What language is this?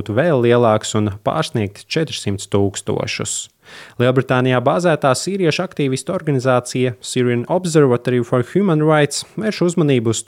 Latvian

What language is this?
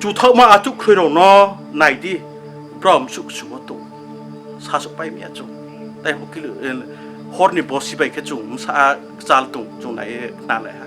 Riang (India)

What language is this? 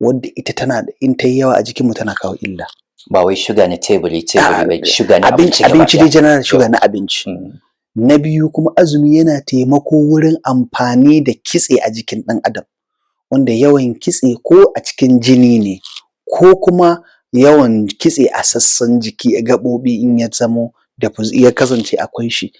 Hausa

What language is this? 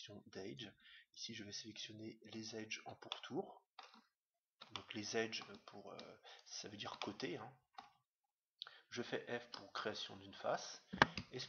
French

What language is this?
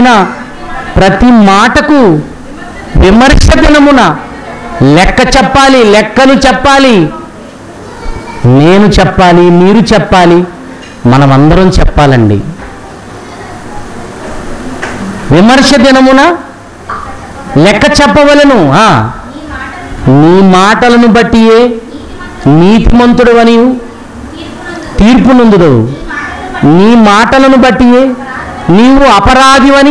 Telugu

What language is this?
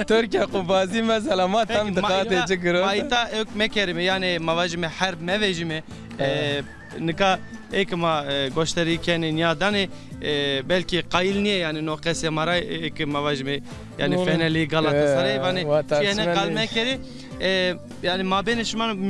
Zaza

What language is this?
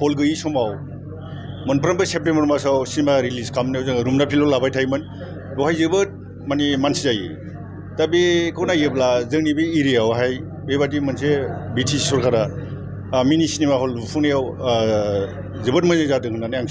Bodo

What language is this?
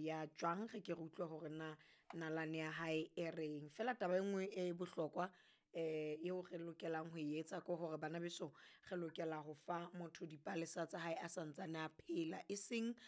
Southern Sotho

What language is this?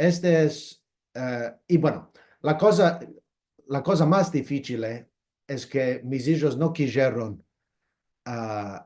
Ladino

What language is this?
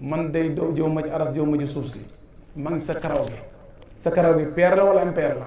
Wolof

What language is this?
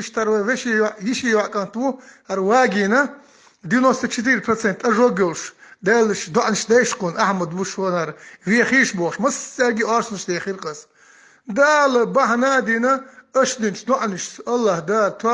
Chechen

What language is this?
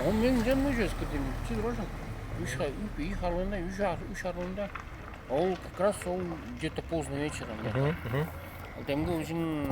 Tuvinian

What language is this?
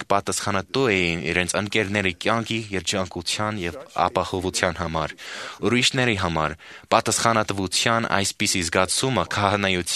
Armenian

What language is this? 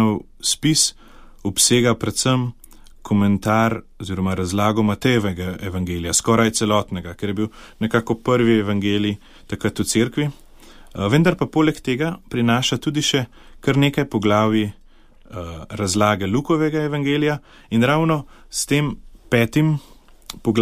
Slovenian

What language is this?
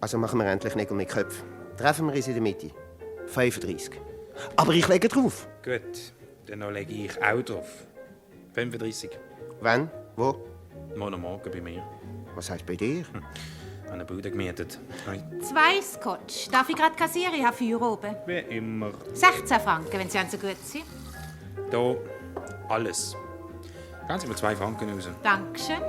Swiss German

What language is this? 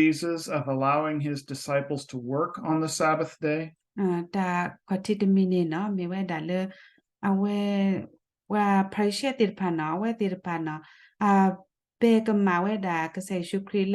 S'gaw Karen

